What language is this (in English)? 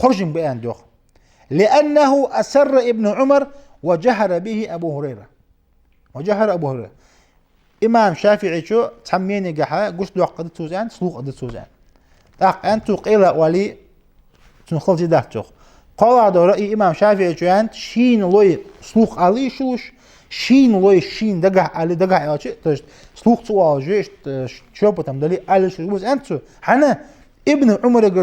Ingush